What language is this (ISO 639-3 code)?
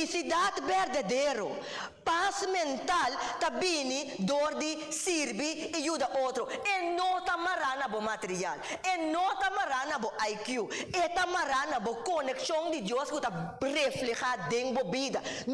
pap